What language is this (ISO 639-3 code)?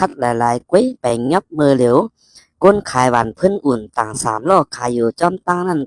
shn